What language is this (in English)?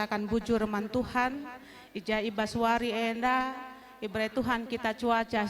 Batak Karo